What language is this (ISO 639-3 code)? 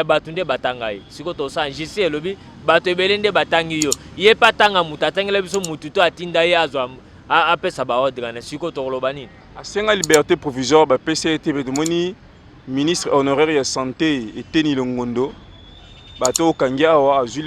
lin